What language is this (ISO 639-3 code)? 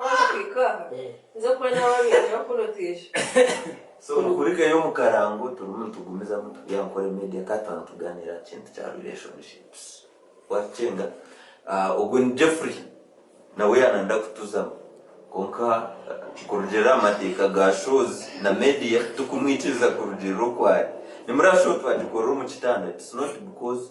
nyn